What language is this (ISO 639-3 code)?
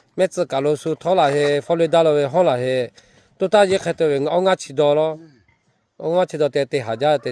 lhu